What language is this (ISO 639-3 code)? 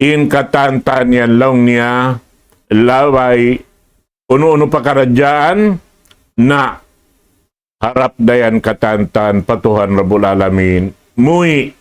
tsg